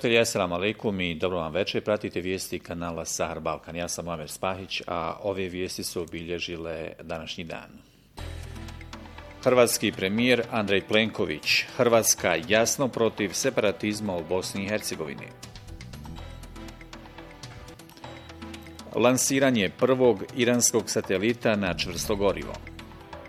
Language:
Bosnian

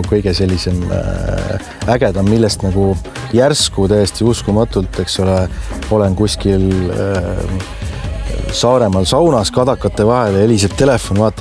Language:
Estonian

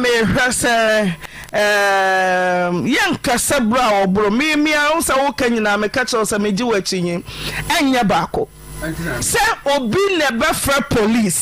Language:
Akan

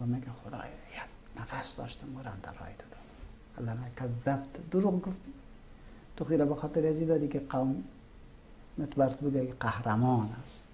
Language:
Persian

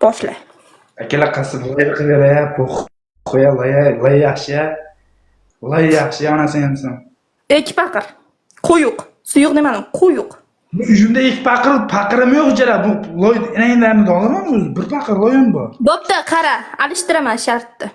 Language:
Uzbek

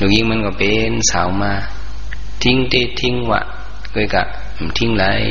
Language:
Shan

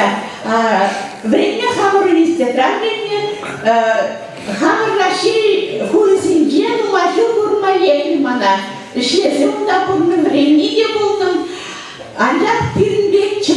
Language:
Chuvash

